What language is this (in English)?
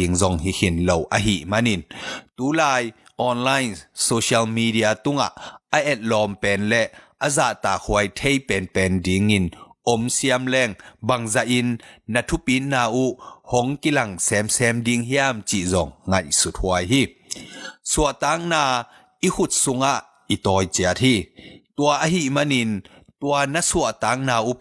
Tedim Chin